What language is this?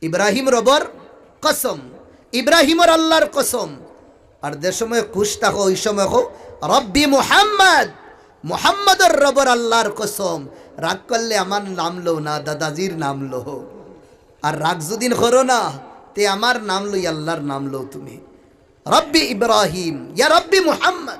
Sylheti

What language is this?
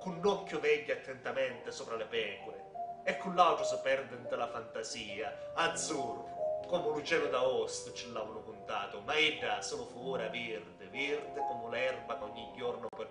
Sicilian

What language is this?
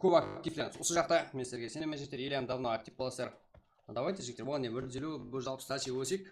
Kara-Kalpak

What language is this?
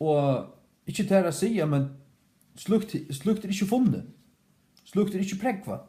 Faroese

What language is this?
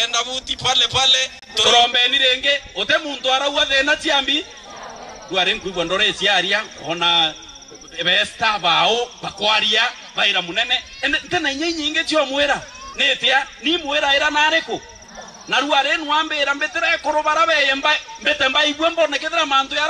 Meru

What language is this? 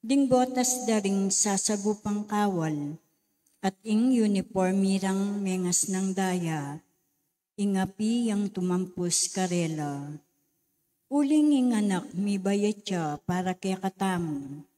Pampanga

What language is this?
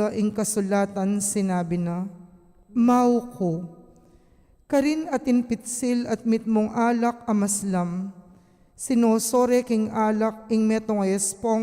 Pampanga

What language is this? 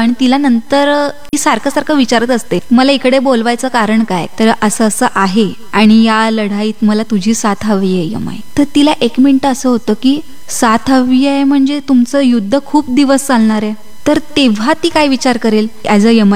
Marathi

